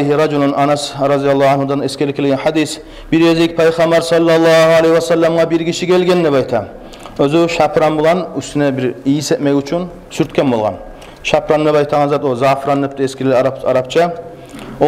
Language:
Kumyk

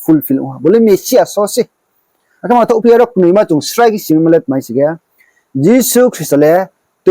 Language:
Riang (India)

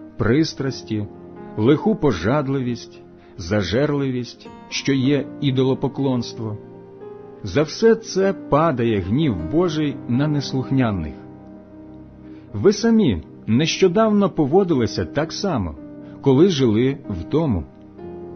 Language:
Ukrainian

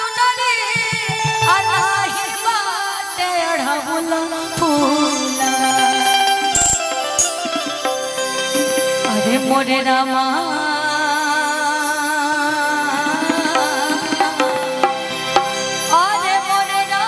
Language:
Bhojpuri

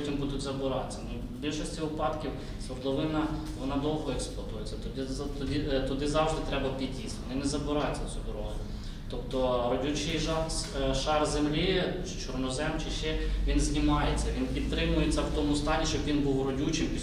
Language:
Ukrainian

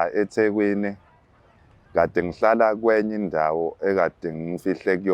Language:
Zulu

